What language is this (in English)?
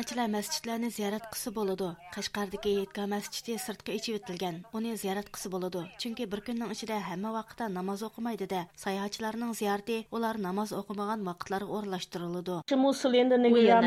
Uyghur